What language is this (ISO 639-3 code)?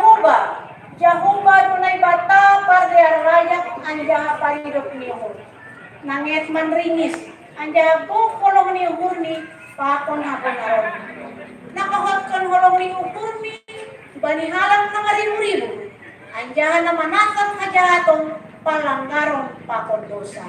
bts